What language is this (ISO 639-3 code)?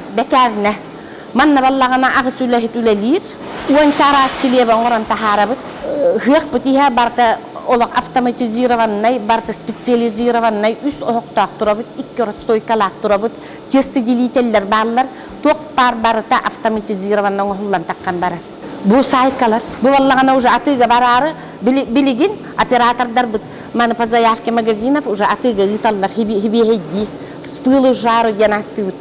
sah